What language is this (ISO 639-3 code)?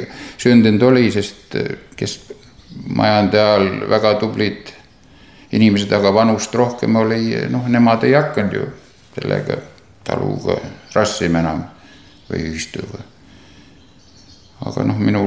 est